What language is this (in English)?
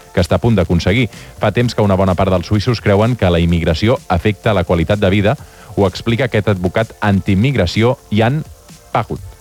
Catalan